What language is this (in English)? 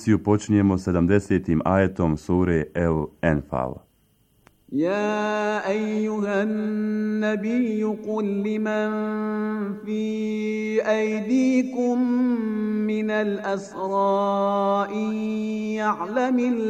Bosnian